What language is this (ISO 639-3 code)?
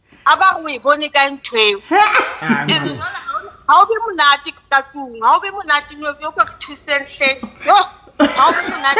sot